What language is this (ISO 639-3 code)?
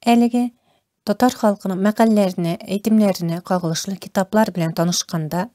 tat